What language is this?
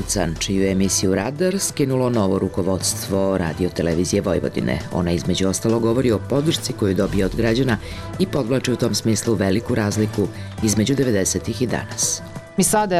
Serbian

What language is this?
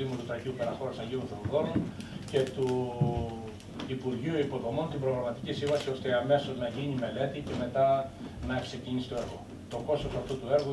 Greek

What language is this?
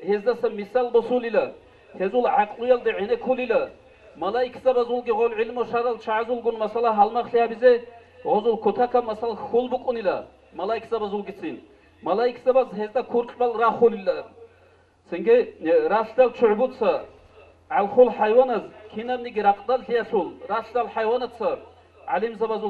Avaric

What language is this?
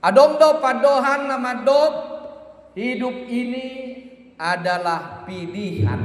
Batak Toba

